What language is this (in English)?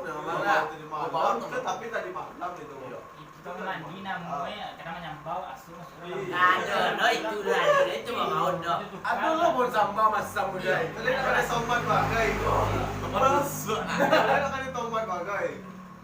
Minangkabau